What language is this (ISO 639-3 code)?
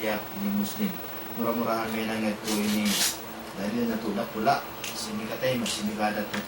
tsg